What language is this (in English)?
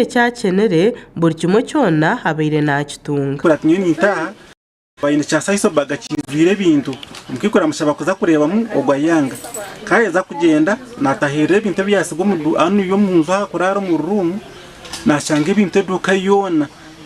Nyankole